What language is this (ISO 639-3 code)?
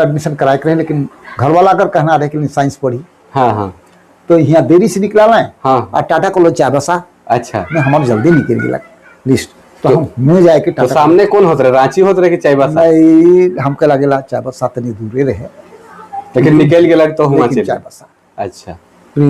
sck